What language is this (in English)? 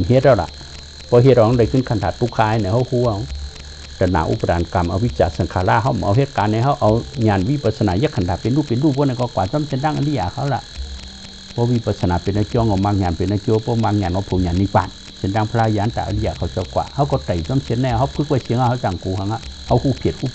Shan